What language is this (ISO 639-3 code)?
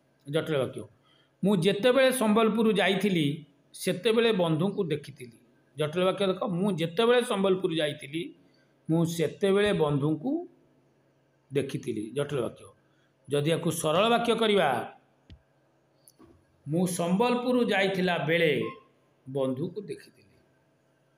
ori